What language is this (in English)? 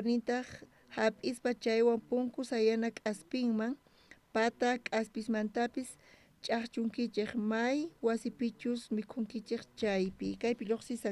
South Bolivian Quechua